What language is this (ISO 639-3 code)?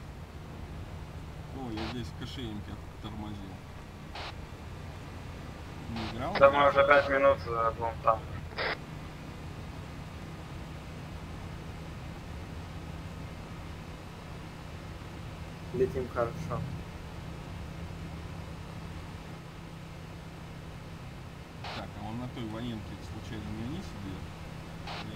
rus